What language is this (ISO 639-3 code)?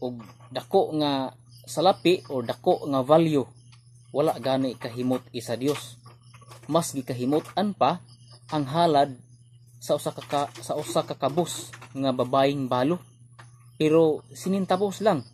ceb